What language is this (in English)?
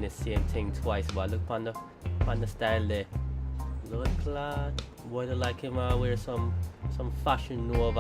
Jamaican Creole English